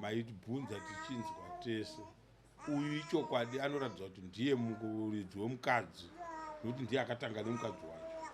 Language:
Shona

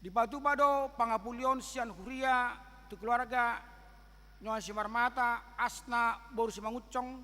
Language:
Batak Toba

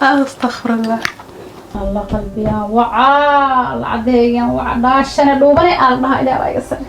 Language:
Somali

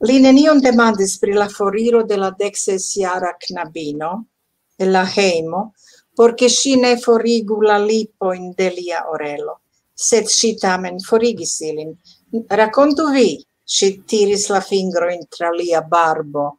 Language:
Esperanto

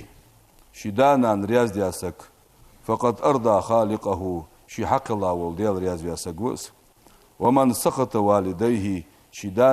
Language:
Ingush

